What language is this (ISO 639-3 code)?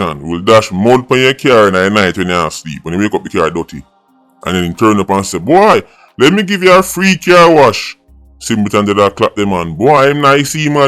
jam